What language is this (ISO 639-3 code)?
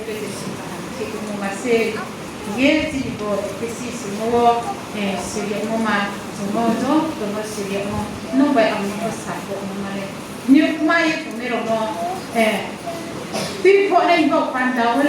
ria